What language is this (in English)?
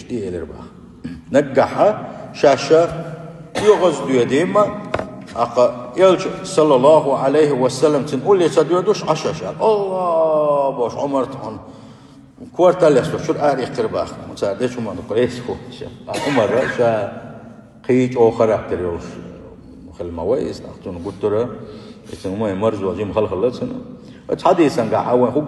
Chechen